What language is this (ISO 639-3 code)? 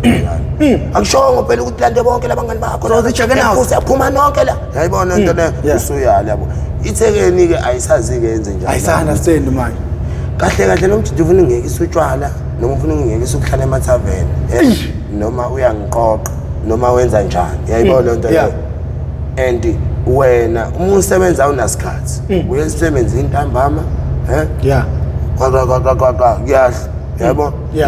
zul